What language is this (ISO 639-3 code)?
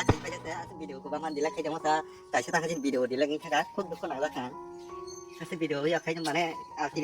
trp